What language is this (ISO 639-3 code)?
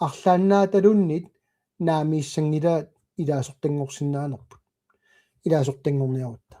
kal